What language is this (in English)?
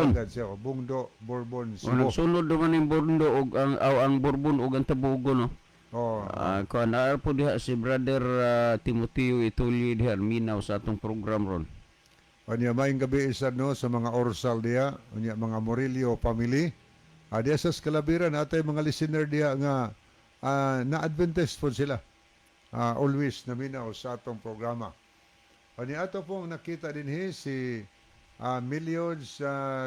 Cebuano